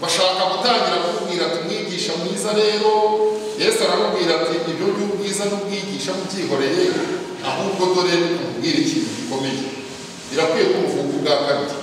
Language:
Kinyarwanda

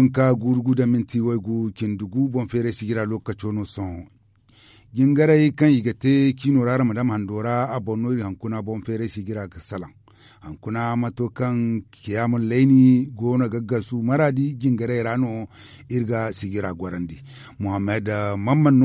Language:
Zarma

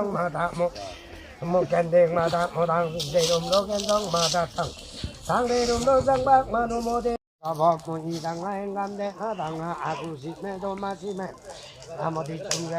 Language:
Limbu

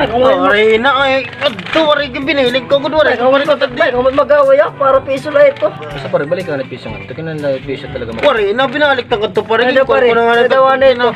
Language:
Waray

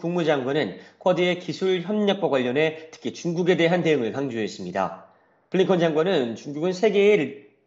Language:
Korean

